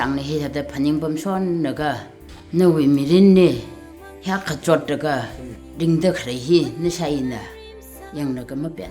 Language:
Tangkhul Naga (India)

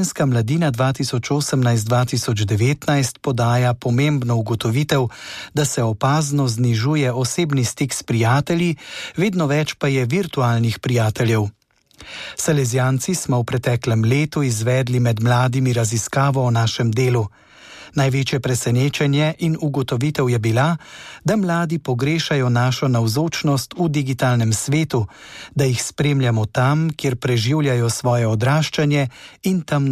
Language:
Slovenian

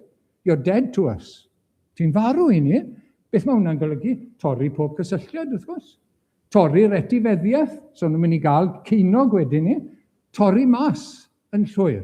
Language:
Welsh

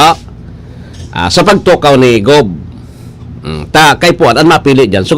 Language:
Bikol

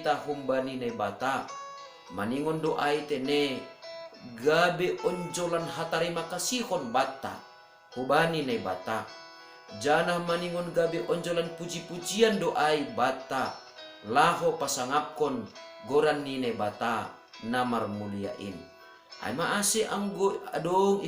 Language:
Batak Simalungun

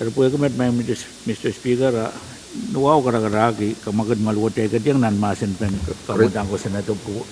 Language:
Pohnpeian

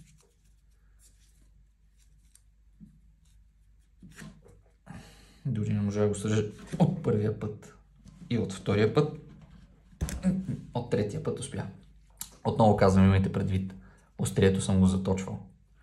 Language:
Bulgarian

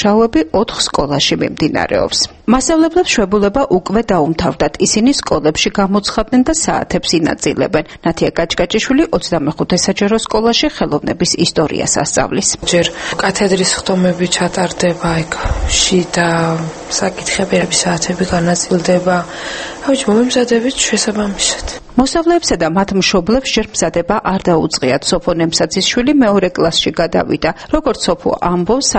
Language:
Georgian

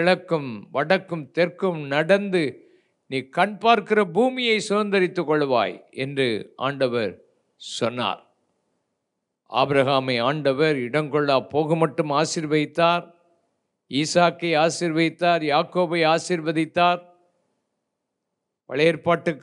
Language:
Tamil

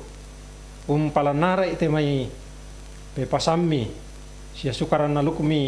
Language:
Toraja-Sa'dan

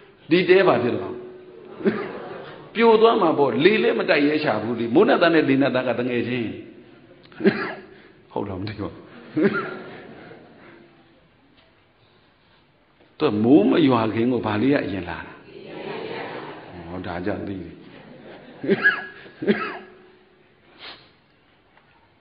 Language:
Burmese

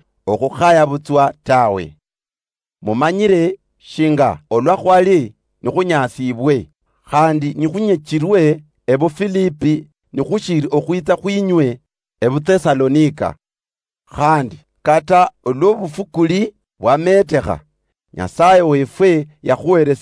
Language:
Luyia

